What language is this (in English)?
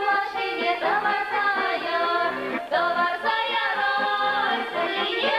Chuvash